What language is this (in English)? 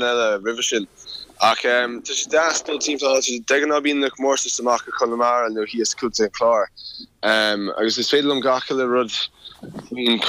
Irish